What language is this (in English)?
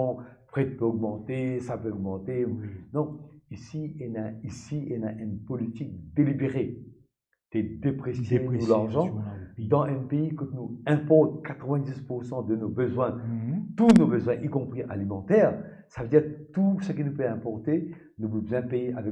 Morisyen